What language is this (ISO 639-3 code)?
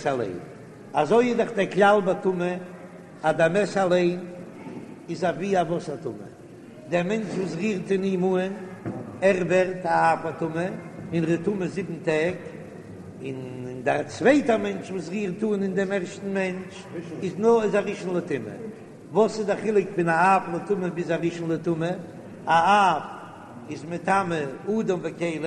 yid